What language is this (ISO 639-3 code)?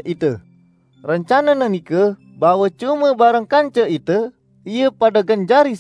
sas